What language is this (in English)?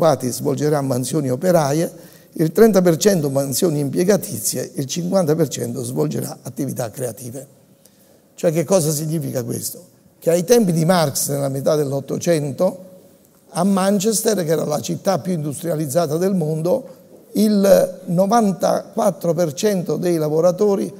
Italian